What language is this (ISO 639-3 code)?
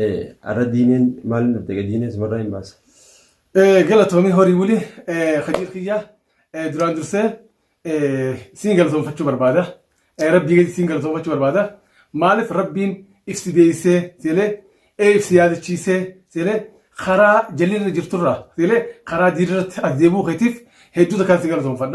orm